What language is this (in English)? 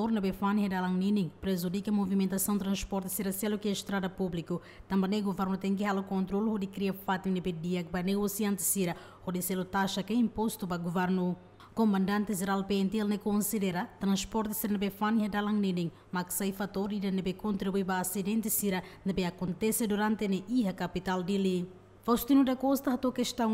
Tetum